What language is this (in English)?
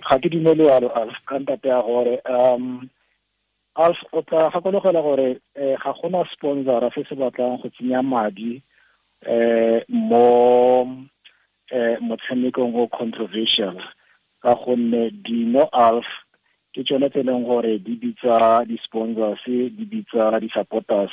Tswana